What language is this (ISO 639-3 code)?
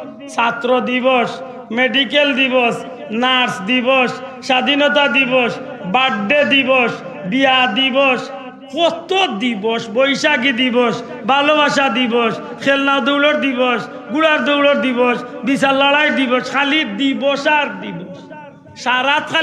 syl